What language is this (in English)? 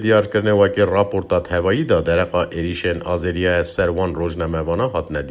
Kurdish